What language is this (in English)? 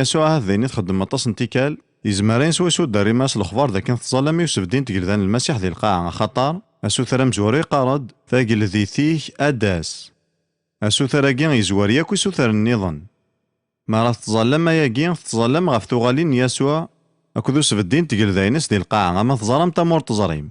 Kabyle